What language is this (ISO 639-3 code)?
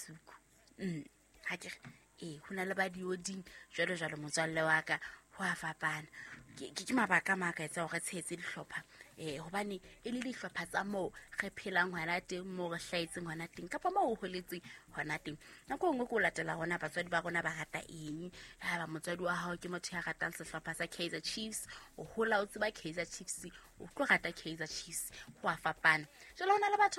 sot